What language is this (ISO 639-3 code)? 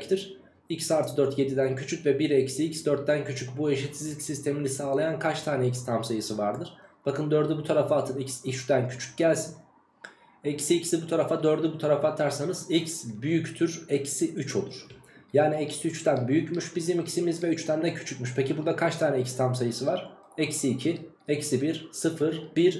tur